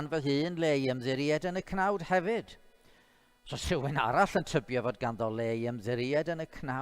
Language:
Welsh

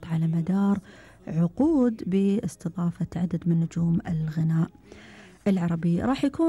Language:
Gulf Arabic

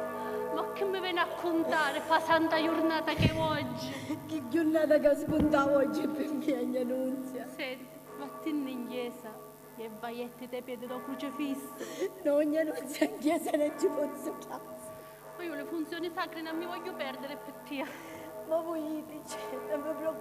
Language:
Sicilian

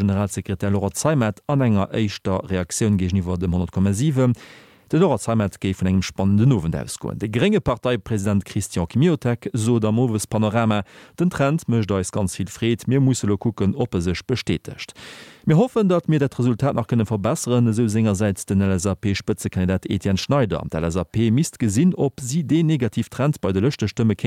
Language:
Luxembourgish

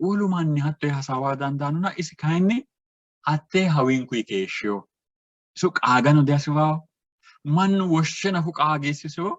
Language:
Sidamo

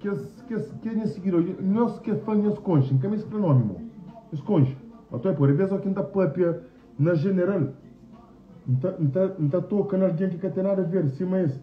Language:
Kabuverdianu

